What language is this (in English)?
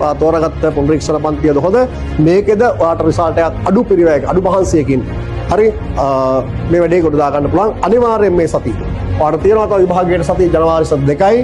Sinhala